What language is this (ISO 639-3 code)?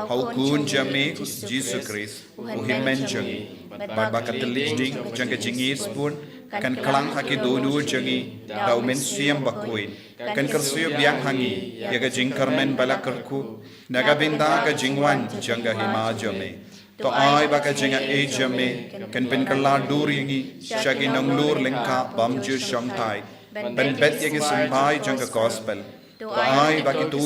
kha